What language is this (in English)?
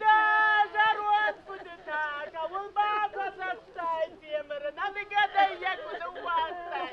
Ossetic